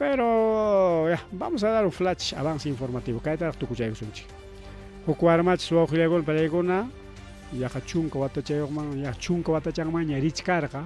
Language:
Ayacucho Quechua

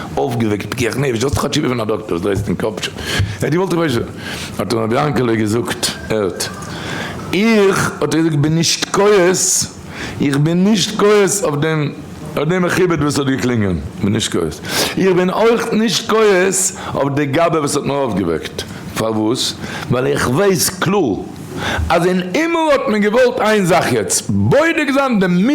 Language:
Yiddish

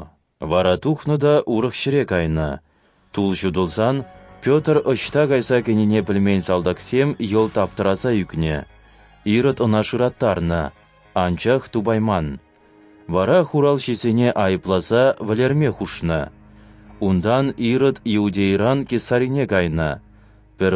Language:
Chuvash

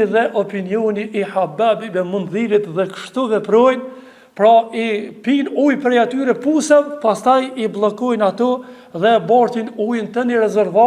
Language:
Albanian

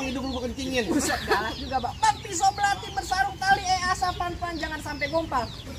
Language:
Betawi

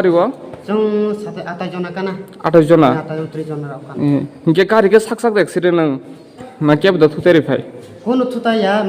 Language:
Kok Borok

